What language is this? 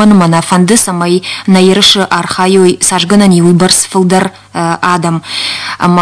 Ossetic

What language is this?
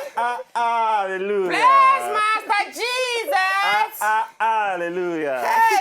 Nigerian Pidgin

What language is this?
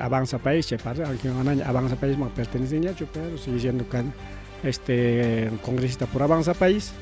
Ayacucho Quechua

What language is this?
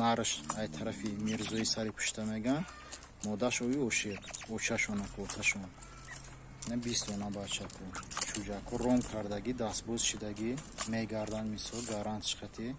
Tajik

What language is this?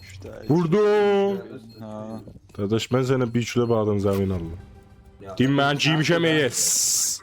South Azerbaijani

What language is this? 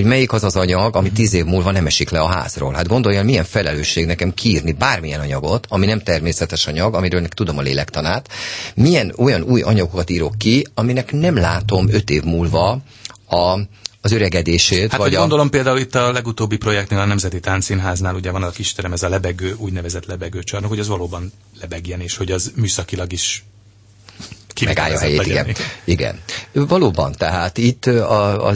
Hungarian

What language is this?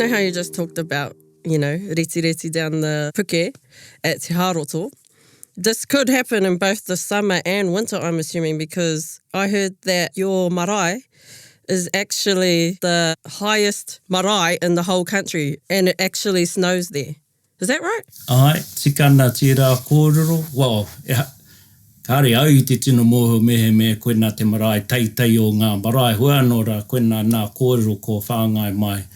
Māori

